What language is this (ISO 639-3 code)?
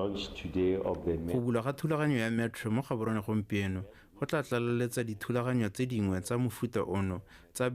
tsn